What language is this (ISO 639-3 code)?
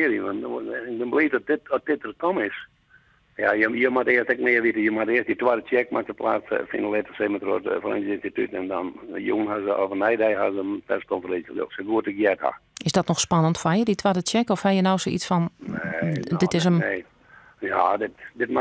fry